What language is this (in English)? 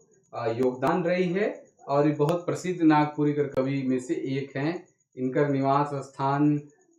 Sadri